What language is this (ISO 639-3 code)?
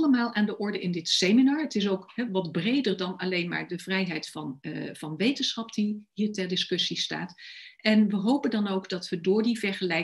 nld